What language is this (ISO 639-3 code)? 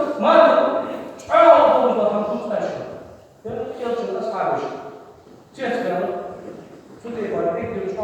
inh